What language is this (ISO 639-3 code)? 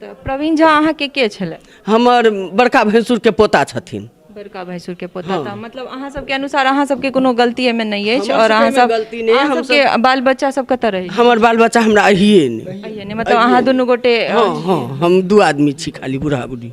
mai